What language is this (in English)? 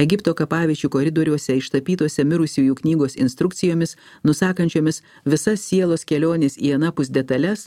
Lithuanian